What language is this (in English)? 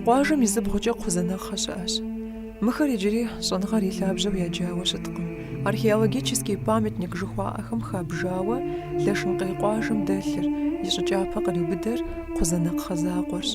Kabardian